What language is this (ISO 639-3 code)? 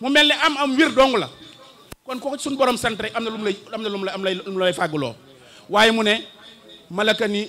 wol